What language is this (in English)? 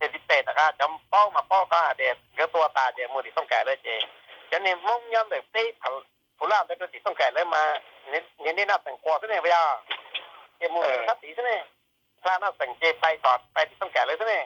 Hmong